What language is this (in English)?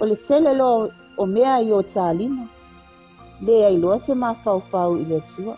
Samoan